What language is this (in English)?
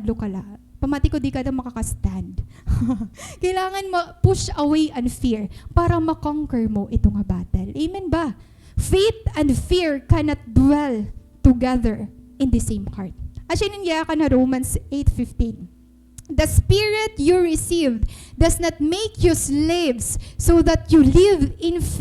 Waray